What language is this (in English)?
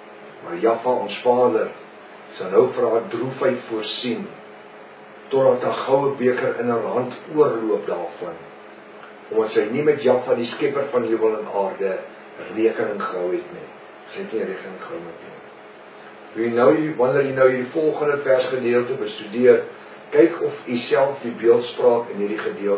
Afrikaans